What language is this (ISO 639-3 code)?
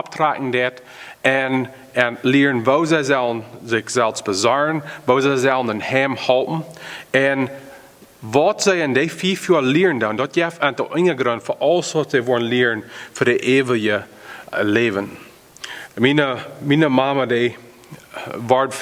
pdt